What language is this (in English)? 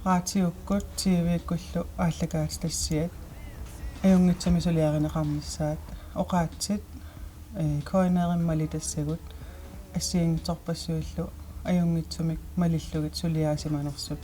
Kalaallisut